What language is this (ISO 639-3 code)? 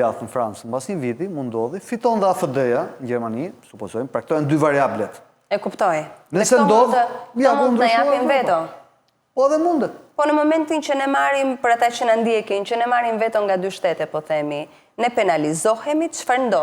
sqi